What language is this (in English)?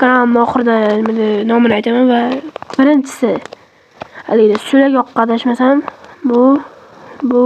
Uzbek